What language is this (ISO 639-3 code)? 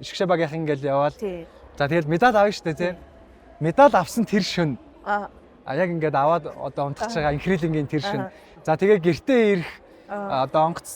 mon